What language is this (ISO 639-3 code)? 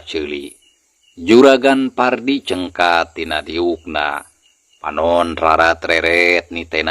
sun